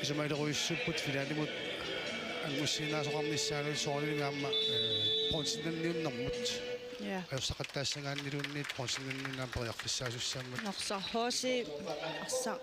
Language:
Kalaallisut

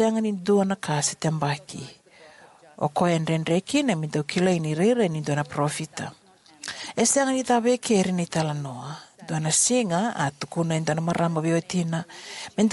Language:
Fijian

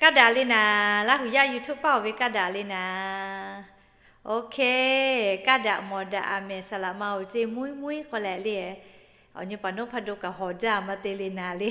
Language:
Lahu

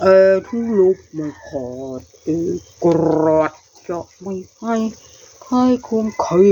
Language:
Northeastern Thai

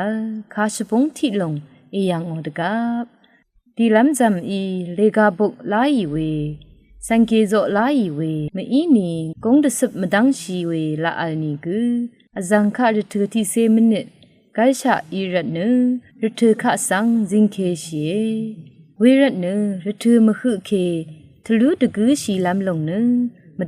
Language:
Rawang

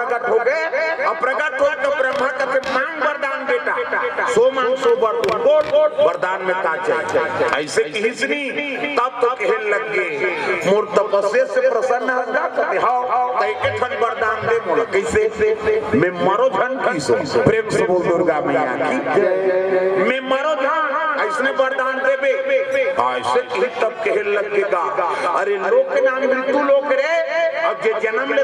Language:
Chhattisgarhi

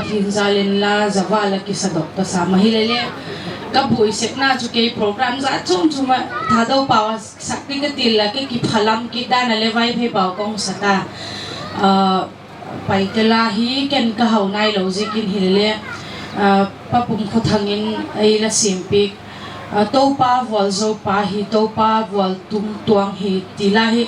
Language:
Paite Chin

